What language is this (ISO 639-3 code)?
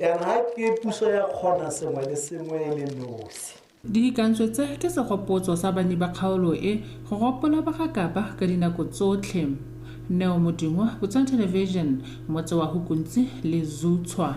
tsn